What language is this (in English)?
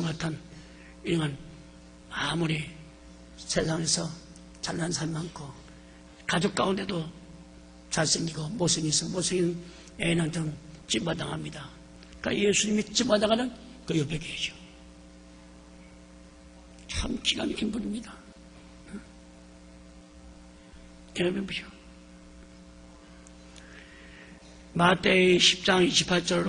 Korean